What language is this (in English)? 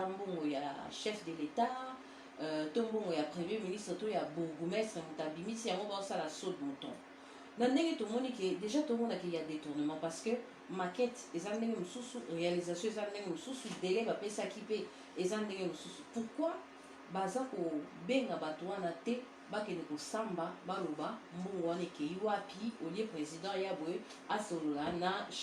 Lingala